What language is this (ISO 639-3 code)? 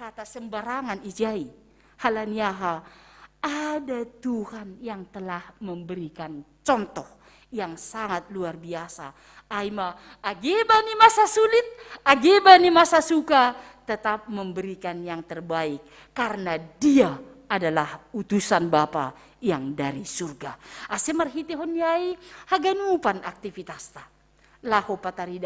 bts